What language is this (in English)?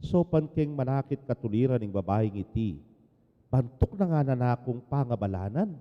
Pampanga